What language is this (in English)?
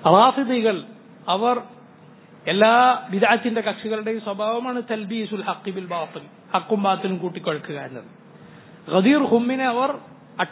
Malayalam